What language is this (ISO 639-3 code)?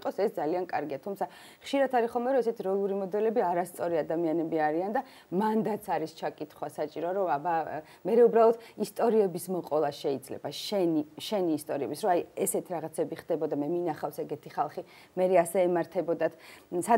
kat